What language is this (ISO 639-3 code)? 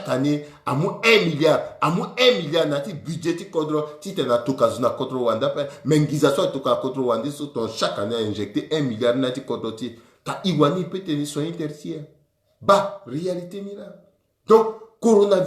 sag